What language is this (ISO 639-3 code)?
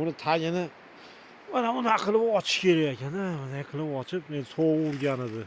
uzb